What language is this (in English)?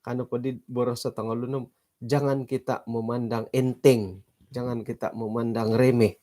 Central Dusun